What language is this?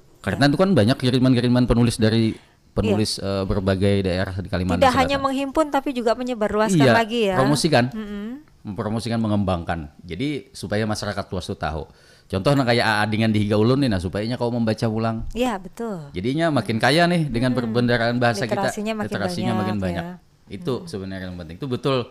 Banjar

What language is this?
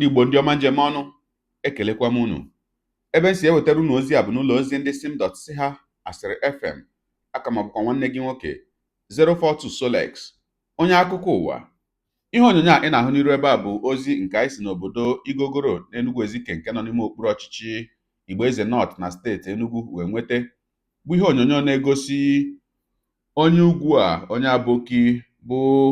Igbo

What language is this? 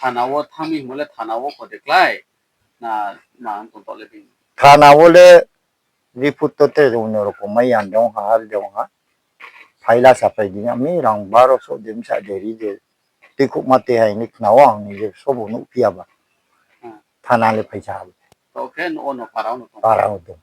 Riang (India)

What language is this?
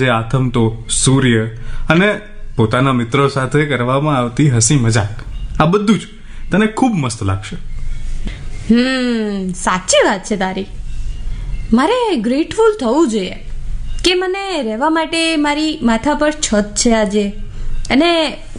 Gujarati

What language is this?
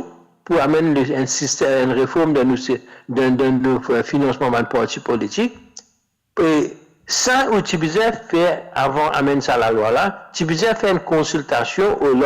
Morisyen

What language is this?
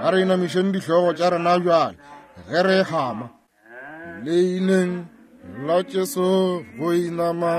Northern Sotho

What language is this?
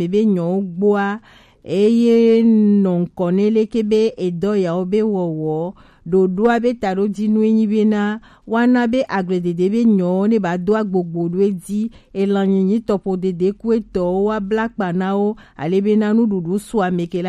Gen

